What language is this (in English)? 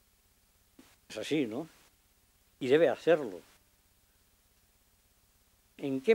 Spanish